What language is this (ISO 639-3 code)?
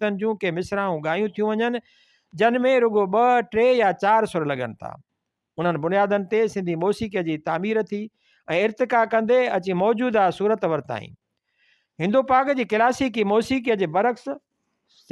snd